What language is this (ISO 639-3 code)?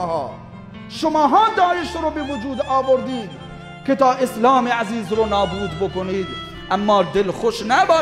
fas